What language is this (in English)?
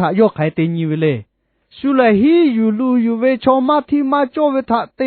Lahu